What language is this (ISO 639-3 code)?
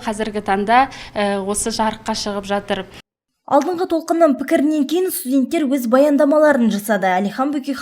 kaz